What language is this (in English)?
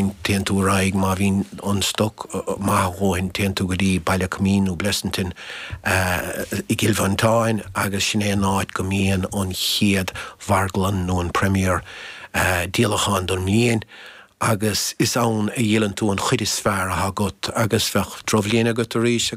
Irish